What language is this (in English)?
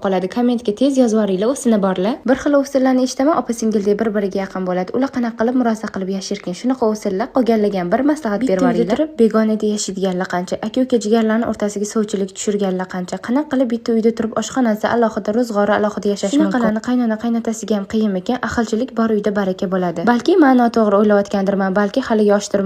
Uzbek